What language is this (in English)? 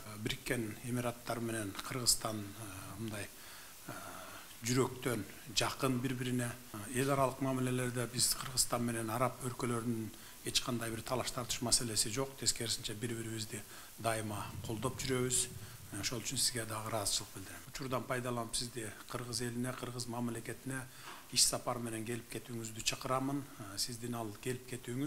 Kyrgyz